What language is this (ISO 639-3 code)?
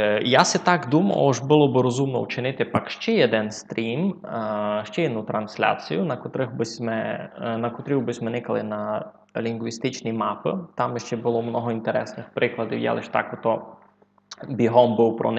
rue